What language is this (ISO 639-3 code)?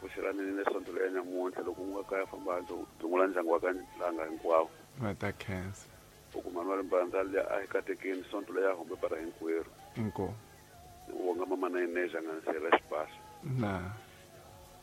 tso